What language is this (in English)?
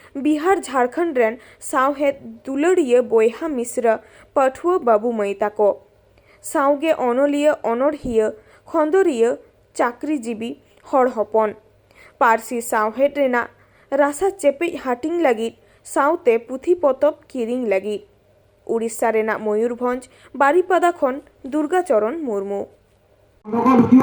Santali